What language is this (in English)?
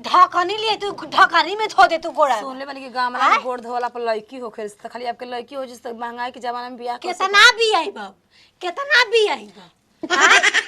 Bhojpuri